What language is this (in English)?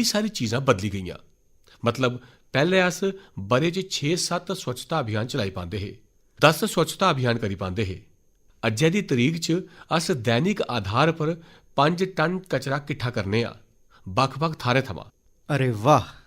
Dogri